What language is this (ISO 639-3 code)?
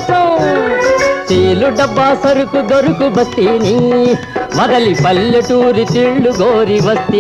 tel